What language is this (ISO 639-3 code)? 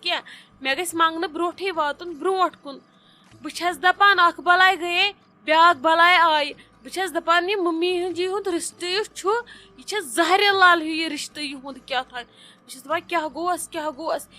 kas